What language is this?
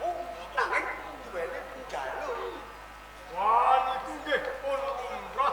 Javanese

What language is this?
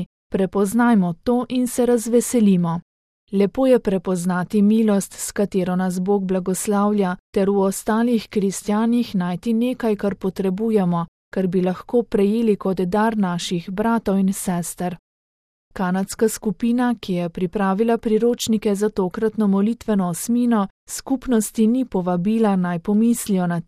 Slovenian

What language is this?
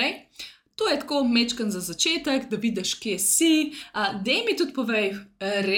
Slovenian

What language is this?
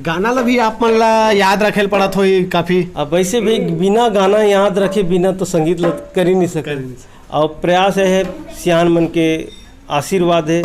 Chhattisgarhi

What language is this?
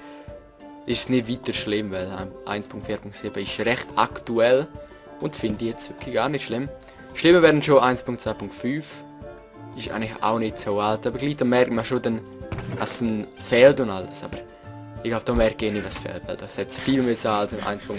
Swiss German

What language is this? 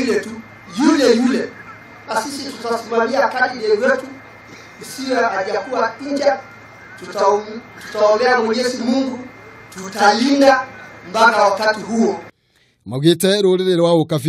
Kikuyu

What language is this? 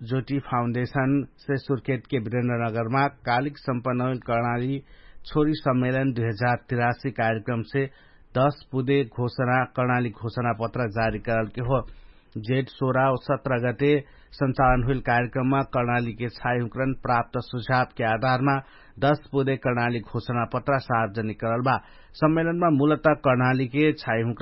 Dangaura Tharu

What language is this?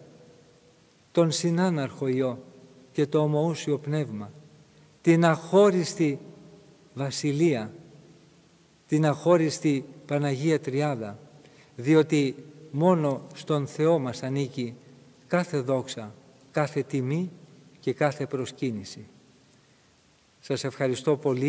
Greek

